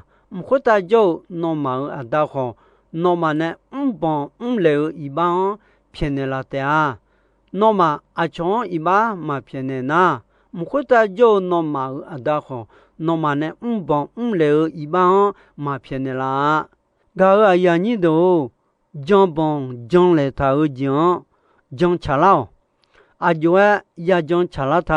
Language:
Akha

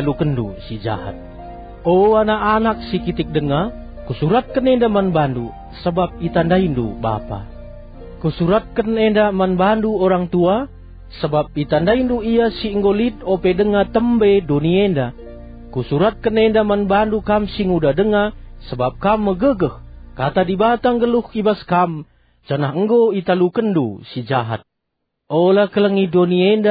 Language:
Batak Karo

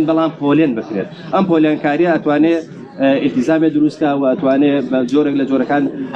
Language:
Central Kurdish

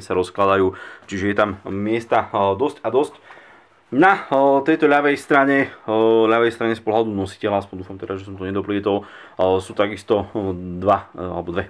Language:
Slovak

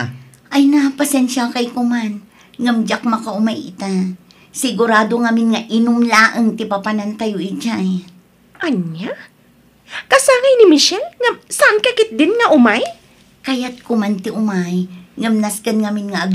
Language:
Iloko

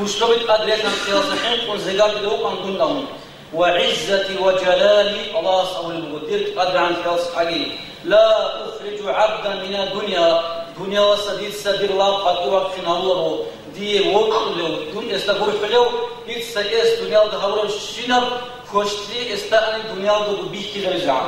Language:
Avaric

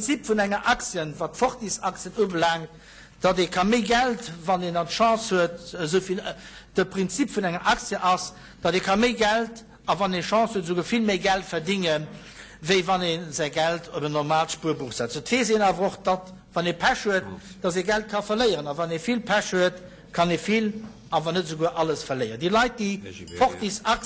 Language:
Luxembourgish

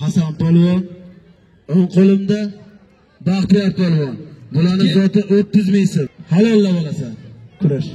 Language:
Uzbek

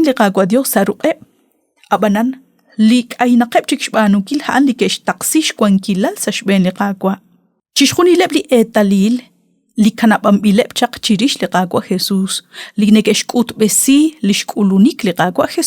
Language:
Kekchí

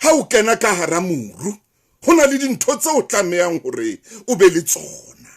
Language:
Southern Sotho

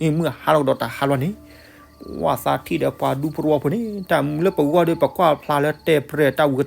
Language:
S'gaw Karen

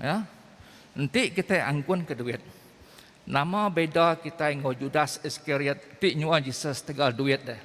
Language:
Iban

